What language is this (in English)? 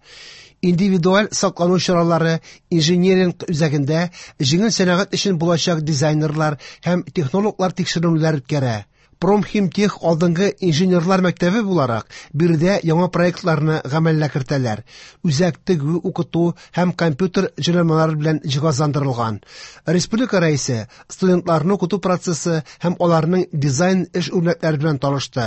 Tatar